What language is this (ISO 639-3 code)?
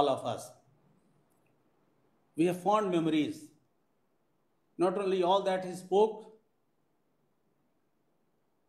eng